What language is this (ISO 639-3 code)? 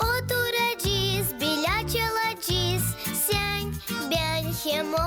gag